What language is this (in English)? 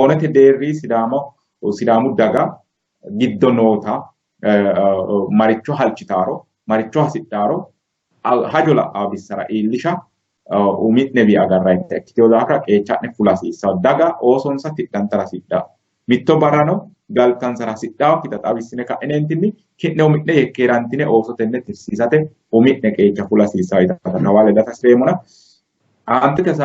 Sidamo